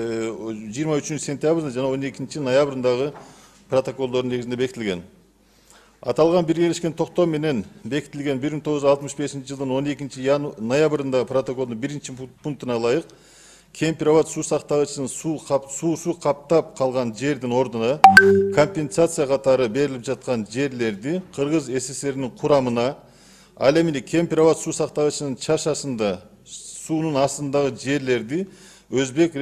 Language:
Kyrgyz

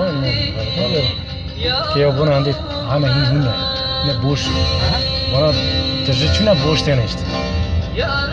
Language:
Turkish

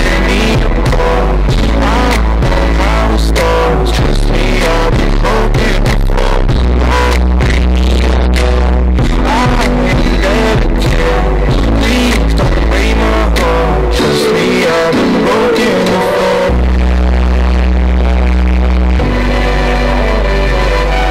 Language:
English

